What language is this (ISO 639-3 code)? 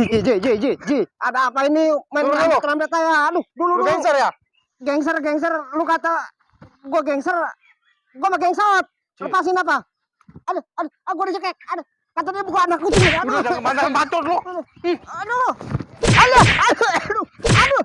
bew